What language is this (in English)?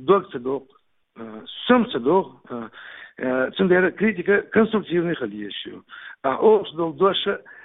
Chechen